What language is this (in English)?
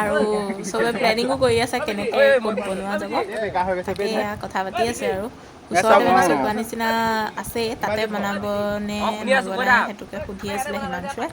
Assamese